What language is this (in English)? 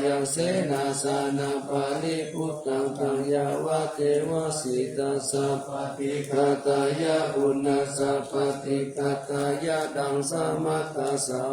Pali